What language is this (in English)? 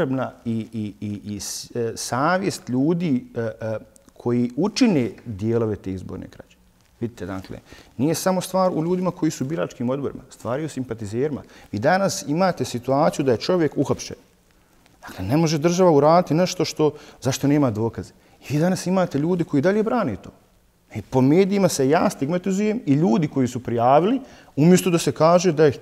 Bosnian